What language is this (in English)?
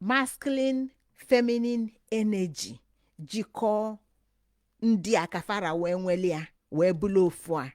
Igbo